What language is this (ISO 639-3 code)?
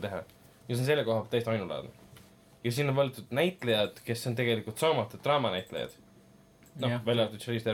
est